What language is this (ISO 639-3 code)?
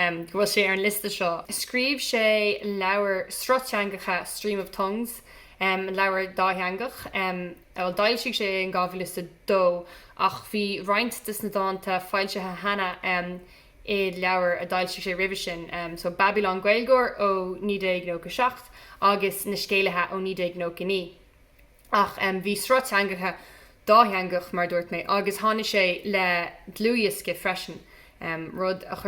gle